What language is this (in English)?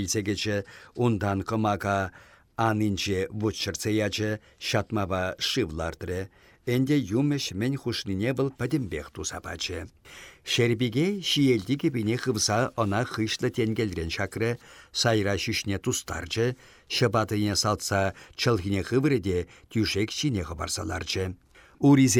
Chuvash